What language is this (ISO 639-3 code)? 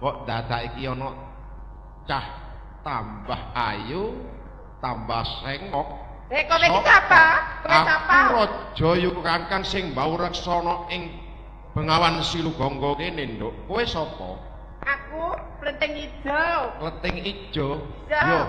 jav